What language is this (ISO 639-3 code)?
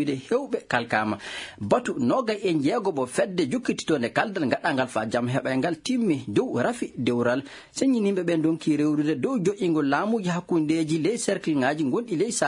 ful